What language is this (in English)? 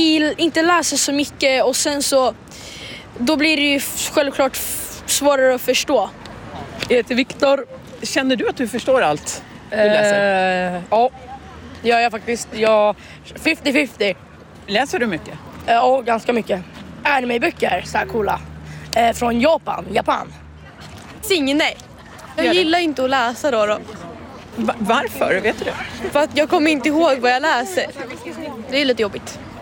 Swedish